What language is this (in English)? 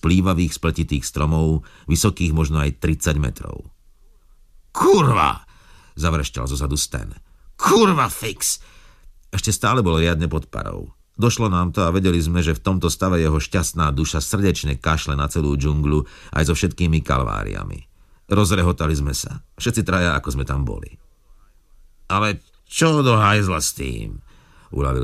Slovak